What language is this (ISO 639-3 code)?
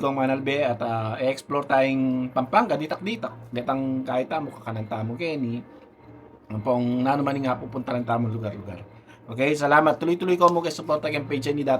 pam